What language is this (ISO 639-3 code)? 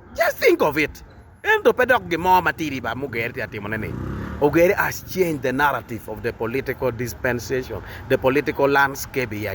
ach